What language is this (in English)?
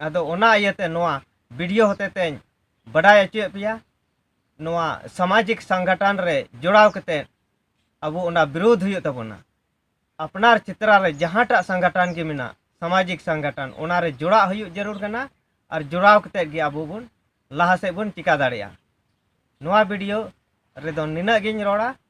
Santali